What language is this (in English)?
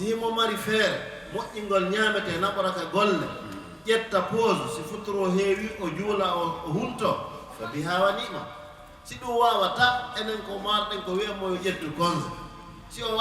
Fula